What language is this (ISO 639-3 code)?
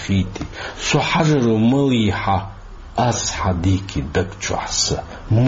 che